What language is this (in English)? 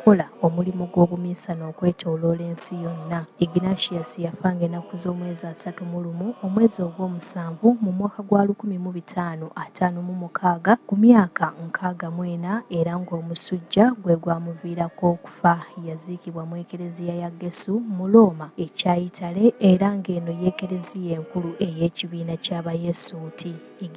Ganda